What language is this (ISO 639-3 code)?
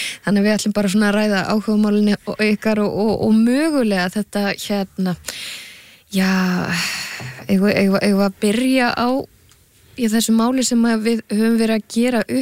isl